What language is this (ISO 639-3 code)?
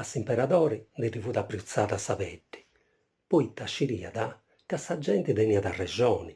srd